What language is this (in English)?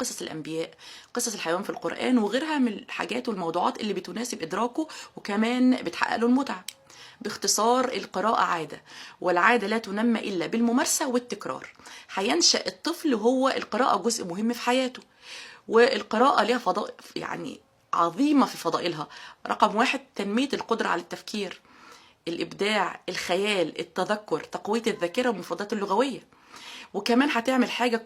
Egyptian Arabic